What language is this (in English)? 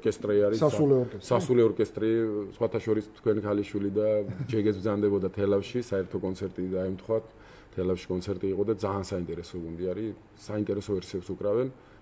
Georgian